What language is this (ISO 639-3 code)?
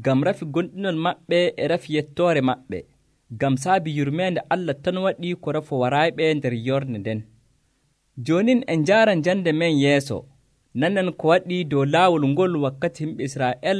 fuv